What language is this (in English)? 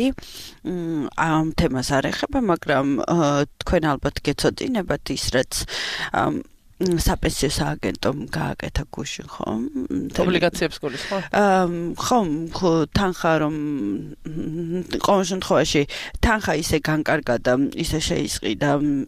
Georgian